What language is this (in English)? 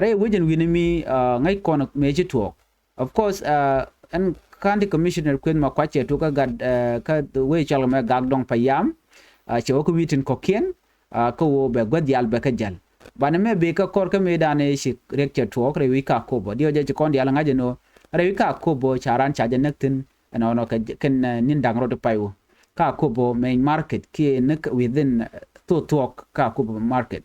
Nuer